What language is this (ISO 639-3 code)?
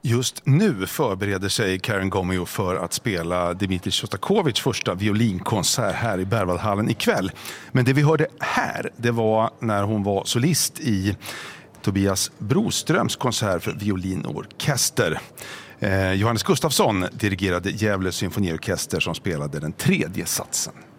swe